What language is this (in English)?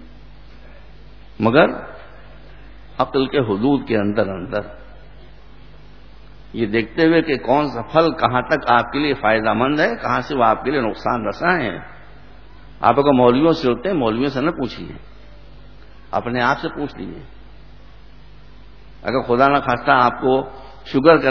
Urdu